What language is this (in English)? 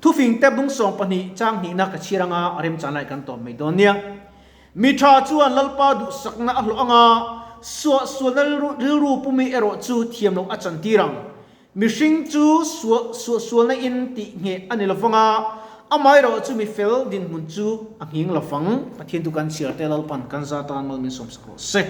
Mizo